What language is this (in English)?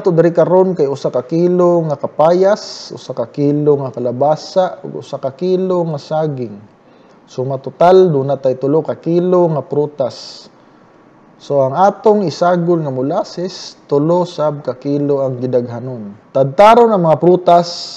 Cebuano